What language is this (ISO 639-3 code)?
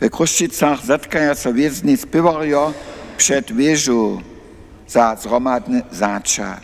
hsb